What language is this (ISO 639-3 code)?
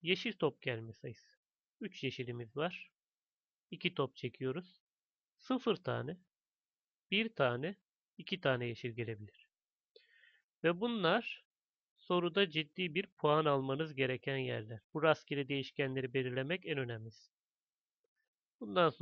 tur